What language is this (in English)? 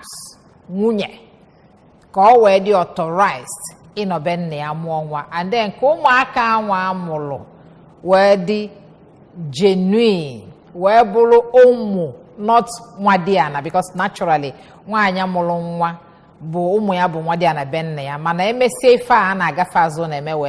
Igbo